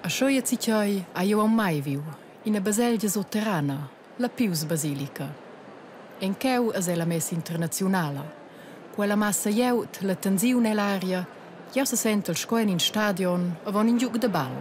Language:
Romansh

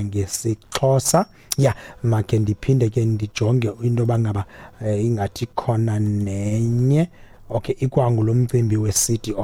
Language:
Xhosa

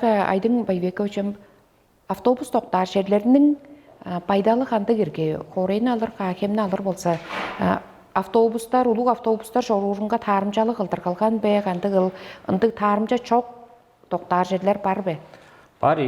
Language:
Tuvinian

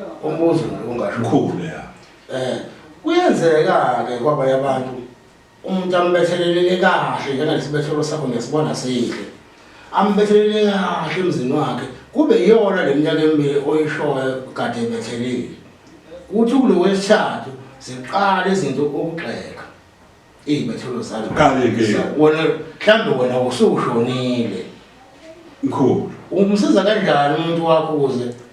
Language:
Zulu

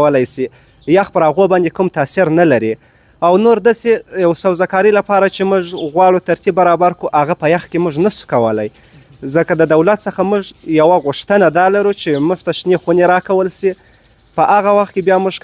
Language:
Pashto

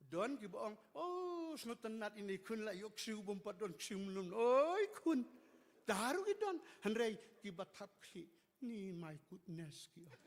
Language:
Khasi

